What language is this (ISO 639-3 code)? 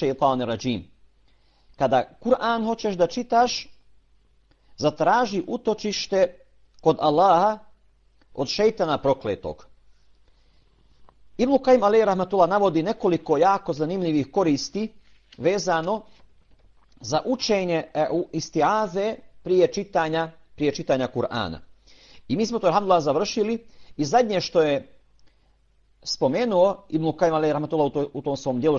bos